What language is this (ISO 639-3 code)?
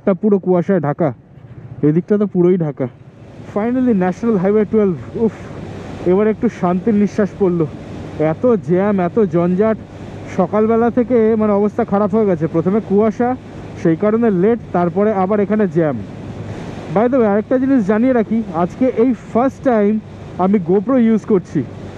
ben